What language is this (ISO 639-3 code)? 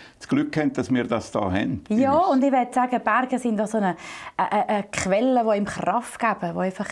gsw